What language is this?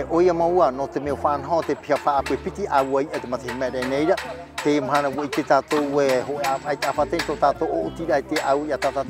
Tahitian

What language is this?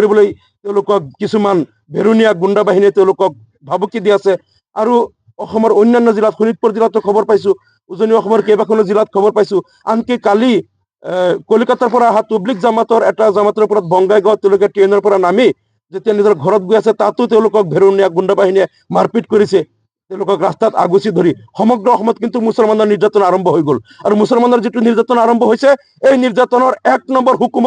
Assamese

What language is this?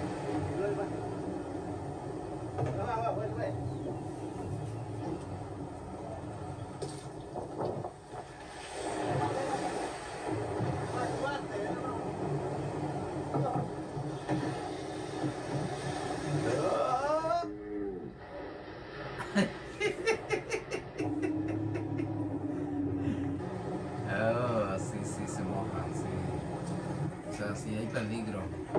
Spanish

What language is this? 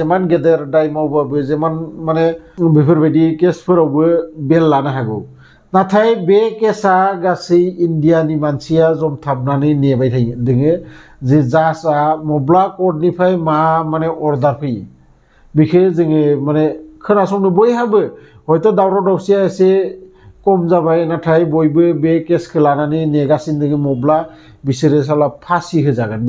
Bodo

